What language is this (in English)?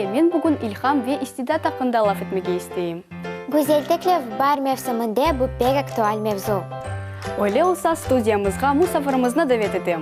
Crimean Tatar